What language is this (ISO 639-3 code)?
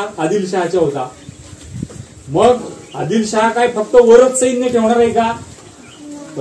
mar